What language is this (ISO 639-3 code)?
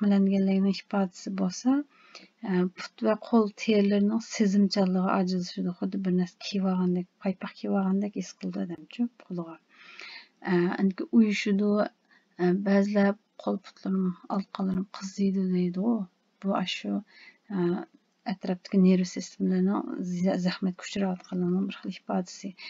uig